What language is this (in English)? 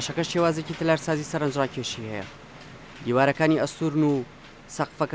Central Kurdish